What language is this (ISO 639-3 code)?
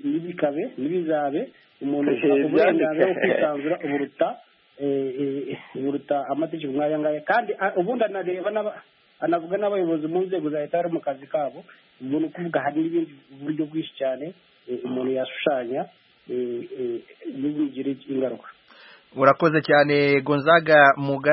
kin